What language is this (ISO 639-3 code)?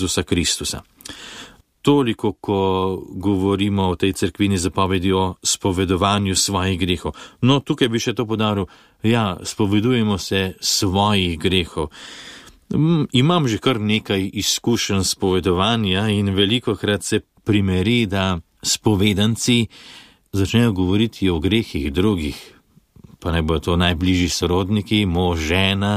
slv